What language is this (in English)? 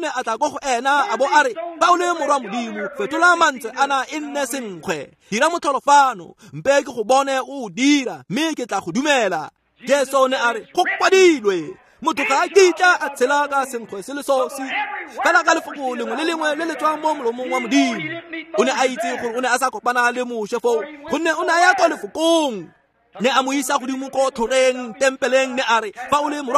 Tswana